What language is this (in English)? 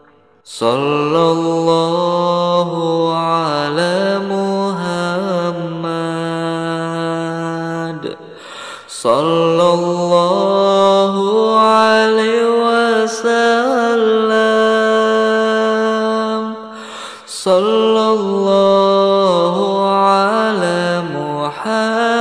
Arabic